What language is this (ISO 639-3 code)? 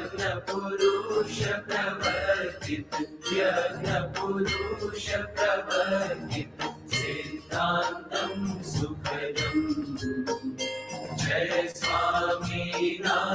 guj